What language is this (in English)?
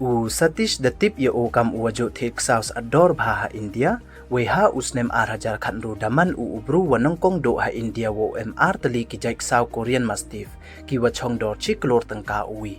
Pnar